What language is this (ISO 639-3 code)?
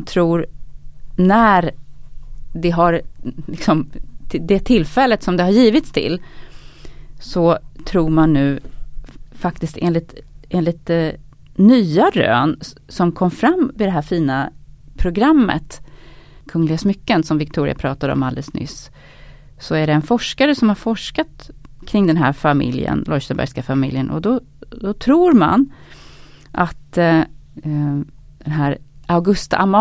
swe